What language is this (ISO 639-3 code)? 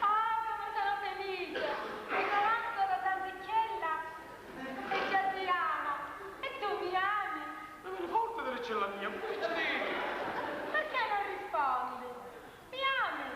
scn